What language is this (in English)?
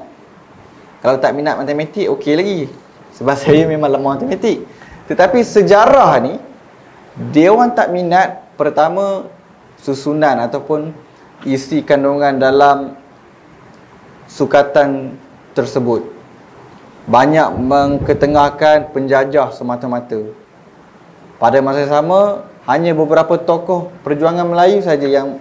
Malay